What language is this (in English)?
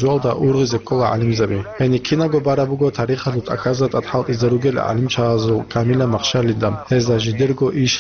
Avaric